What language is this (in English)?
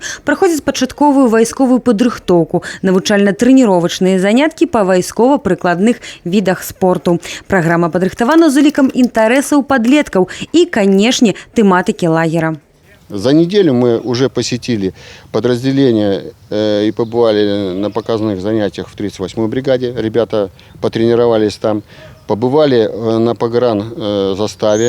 Belarusian